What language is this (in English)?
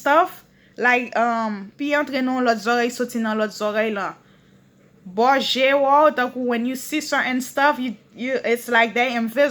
Haitian Creole